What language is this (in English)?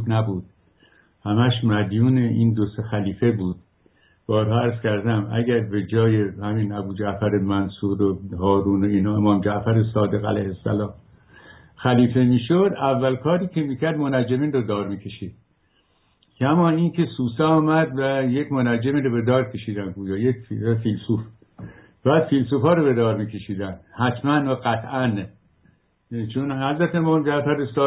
Persian